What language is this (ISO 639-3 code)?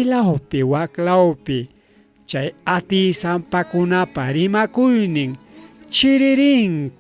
quy